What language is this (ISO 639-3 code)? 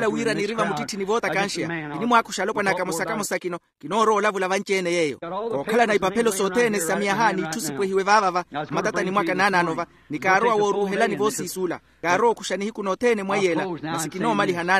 vmw